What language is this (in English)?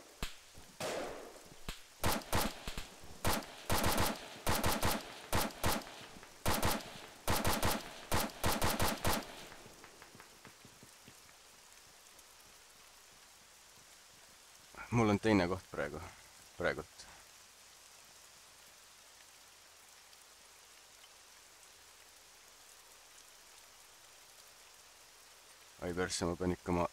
Estonian